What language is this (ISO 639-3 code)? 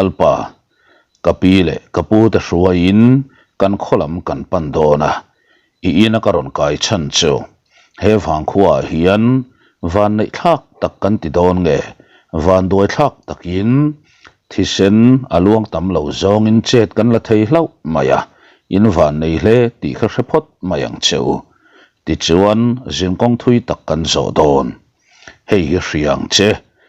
lus